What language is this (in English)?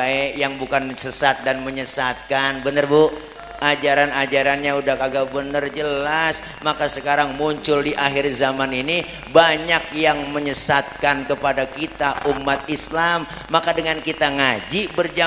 Betawi